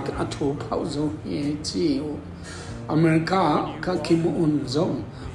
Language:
Tedim Chin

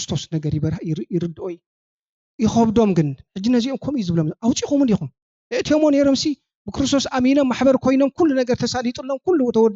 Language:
Tigrinya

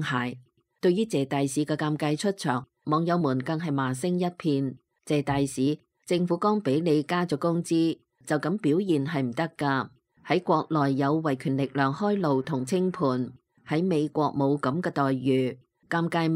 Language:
Cantonese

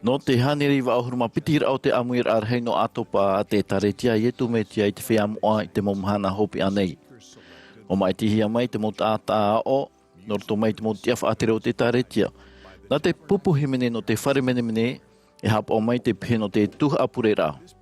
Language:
Tahitian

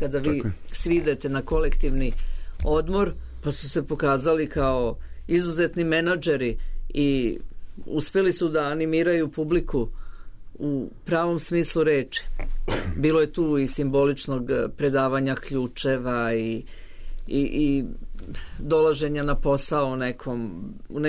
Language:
Serbian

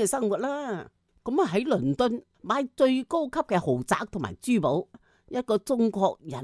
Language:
Cantonese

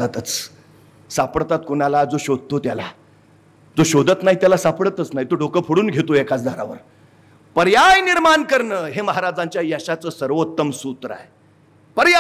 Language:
Marathi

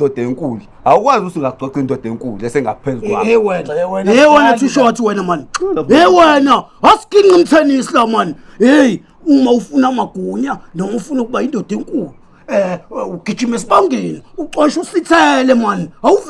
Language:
Zulu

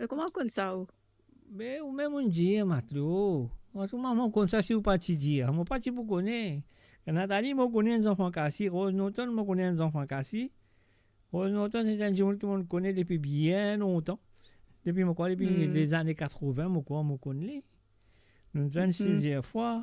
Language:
Morisyen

